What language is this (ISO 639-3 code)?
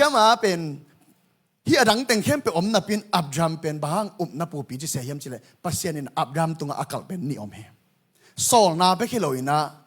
ctd